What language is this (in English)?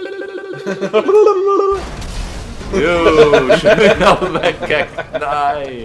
Swiss German